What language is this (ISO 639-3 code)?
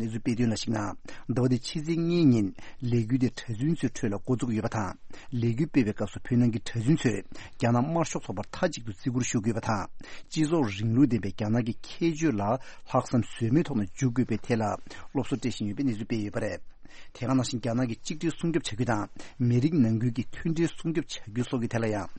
bod